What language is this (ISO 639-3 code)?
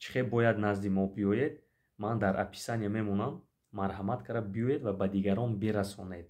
tgk